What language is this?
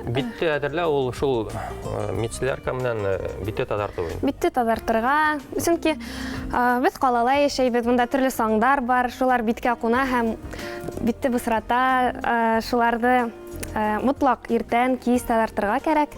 Bashkir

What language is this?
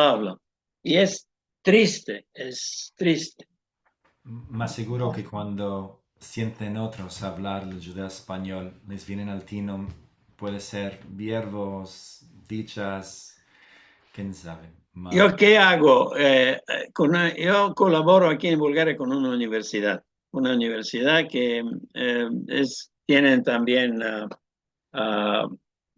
Ladino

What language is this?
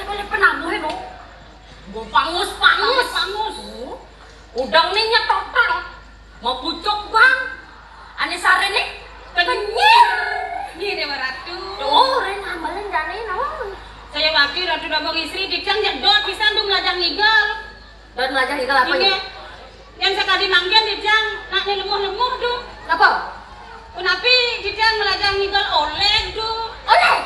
Balinese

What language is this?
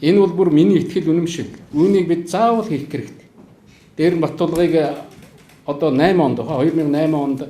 Mongolian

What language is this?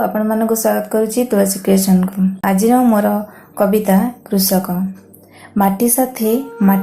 Odia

